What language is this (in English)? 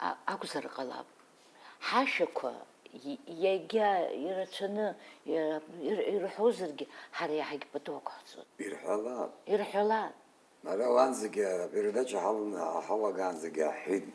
Abkhazian